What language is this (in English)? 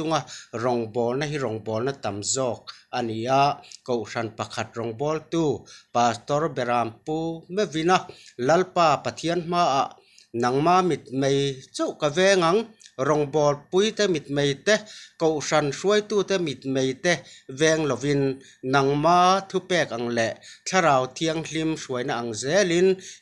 Mizo